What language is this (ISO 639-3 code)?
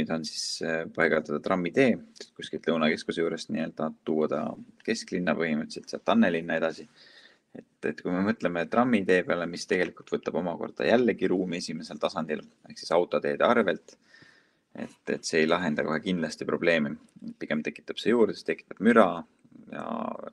est